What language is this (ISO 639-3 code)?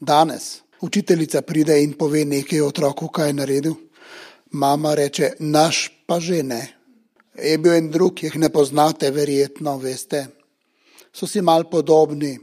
slv